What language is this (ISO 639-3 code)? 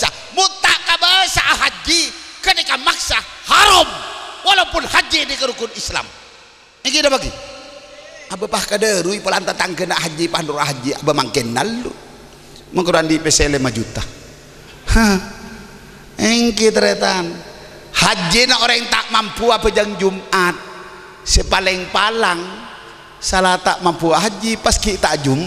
mad